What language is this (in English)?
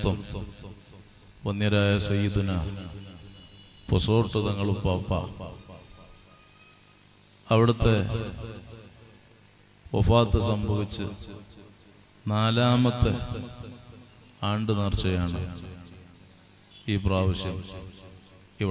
Malayalam